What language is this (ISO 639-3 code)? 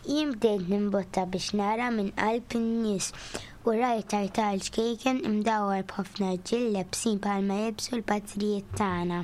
mlt